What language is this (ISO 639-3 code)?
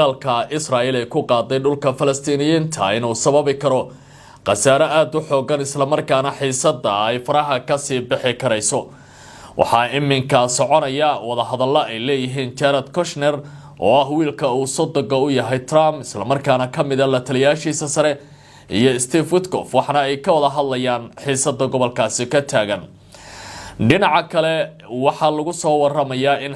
som